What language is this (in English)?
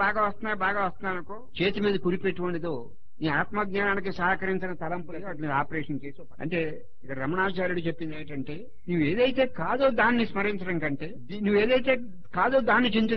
Telugu